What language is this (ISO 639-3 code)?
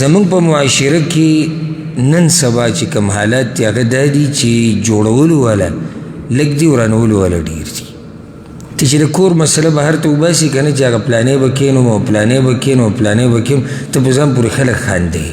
pus